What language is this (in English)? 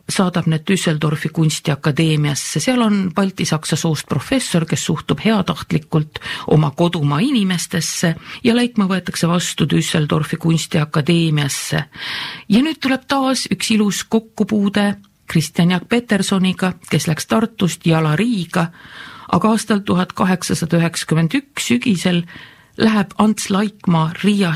Estonian